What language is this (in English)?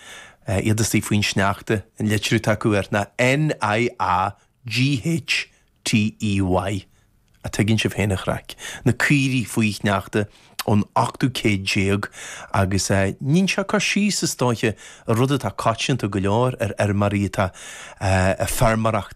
Irish